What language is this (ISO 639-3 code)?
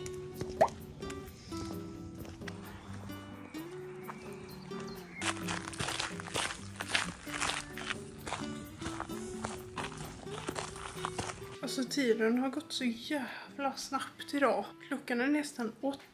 swe